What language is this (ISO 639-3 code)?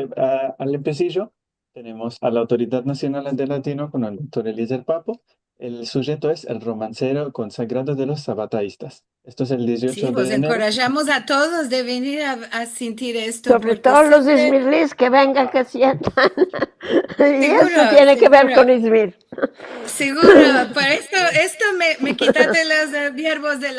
lad